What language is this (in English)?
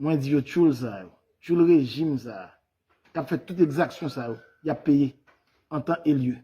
Haitian Creole